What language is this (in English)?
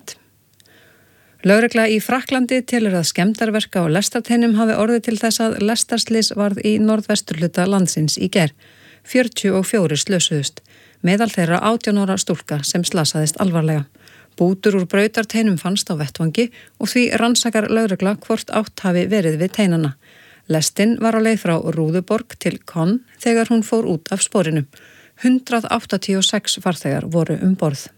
Icelandic